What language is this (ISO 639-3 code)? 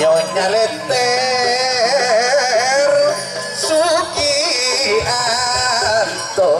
mad